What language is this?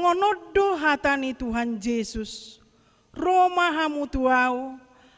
Batak Toba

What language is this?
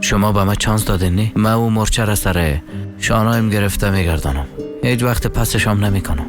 Persian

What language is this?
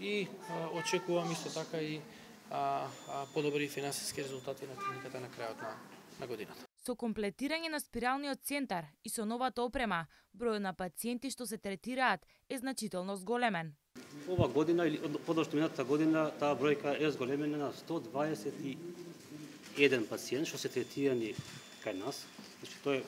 Macedonian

